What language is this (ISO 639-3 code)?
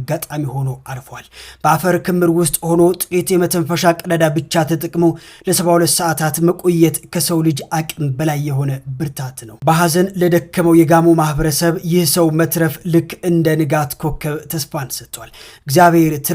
amh